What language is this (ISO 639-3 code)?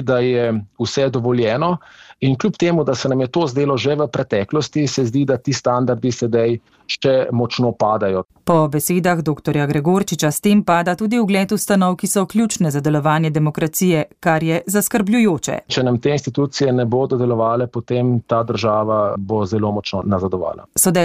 slv